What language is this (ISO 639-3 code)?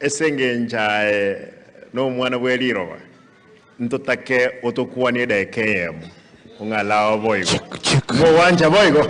guz